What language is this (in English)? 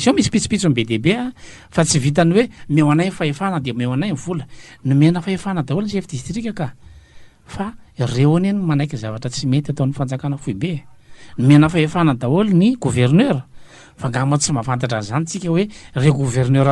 Malagasy